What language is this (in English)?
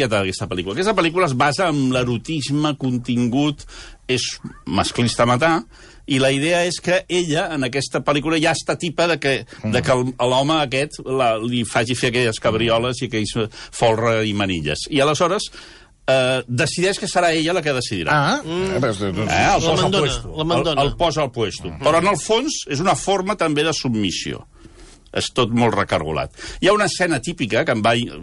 Catalan